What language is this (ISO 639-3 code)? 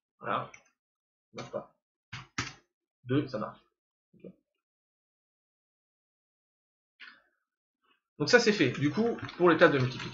fra